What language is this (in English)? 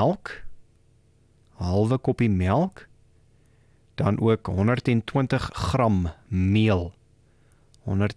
Afrikaans